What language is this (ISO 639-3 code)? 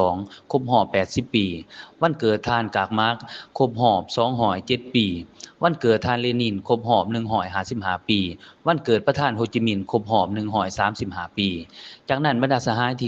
lao